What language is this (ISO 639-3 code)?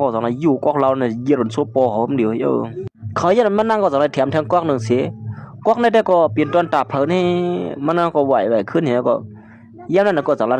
shn